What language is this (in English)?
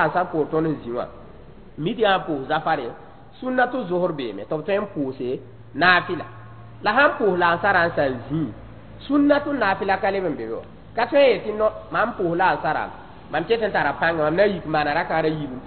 Mossi